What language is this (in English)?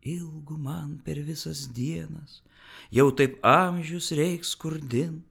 Lithuanian